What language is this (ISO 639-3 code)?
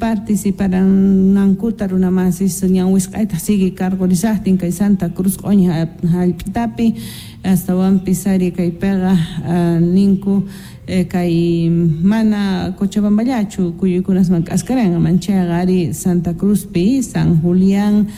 quh